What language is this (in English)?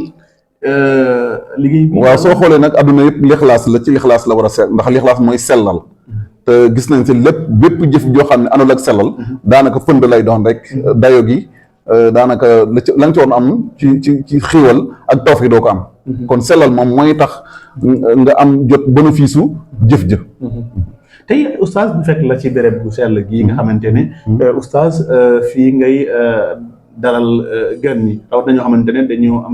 Wolof